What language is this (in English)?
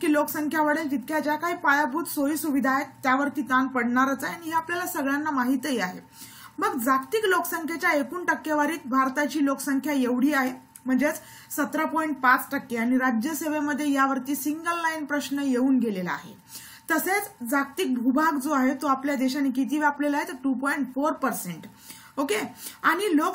Marathi